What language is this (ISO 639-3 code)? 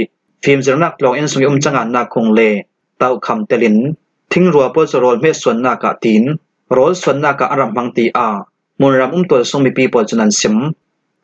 cfm